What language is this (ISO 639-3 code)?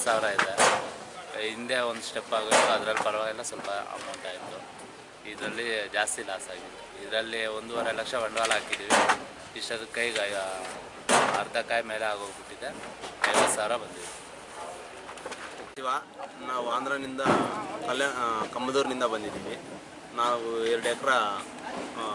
kan